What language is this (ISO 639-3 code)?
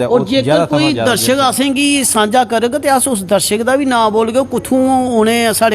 doi